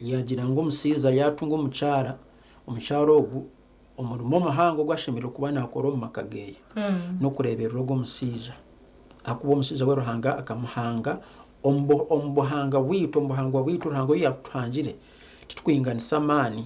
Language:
Nyankole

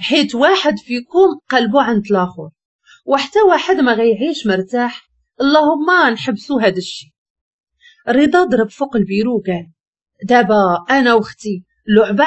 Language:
Moroccan Arabic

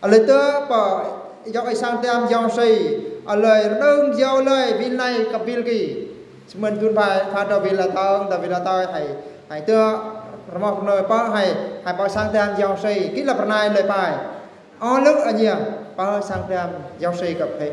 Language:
Eastern Bru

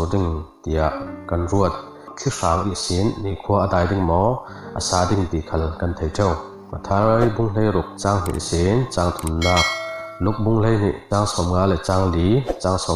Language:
Falam Chin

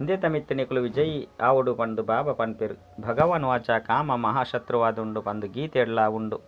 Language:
Tulu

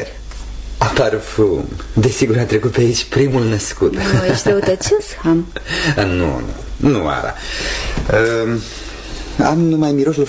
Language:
Romanian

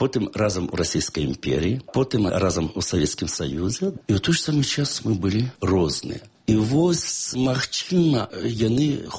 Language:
Belarusian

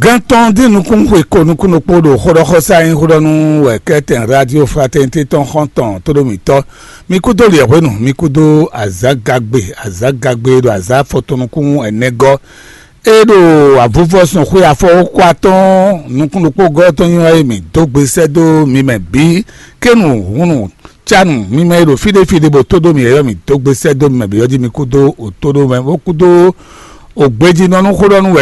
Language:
Fon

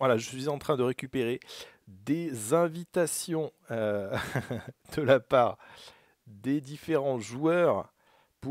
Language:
French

